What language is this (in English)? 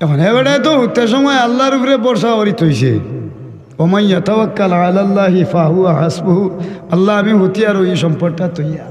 Sylheti